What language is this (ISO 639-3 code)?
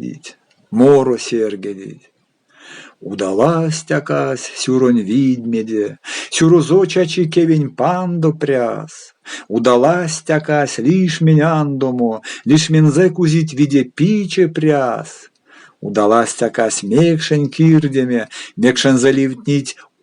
myv